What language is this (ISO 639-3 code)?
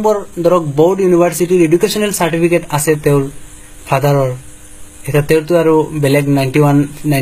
asm